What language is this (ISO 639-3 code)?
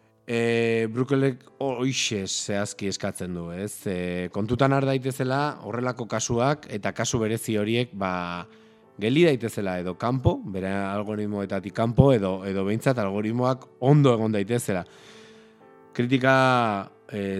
eus